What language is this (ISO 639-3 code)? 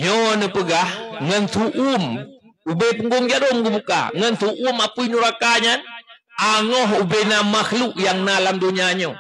ace